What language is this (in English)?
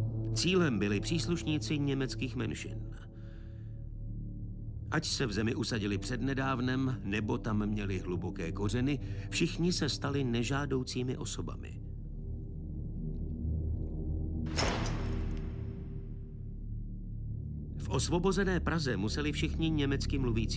Czech